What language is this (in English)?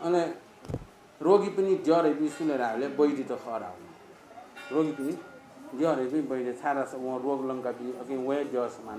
Newari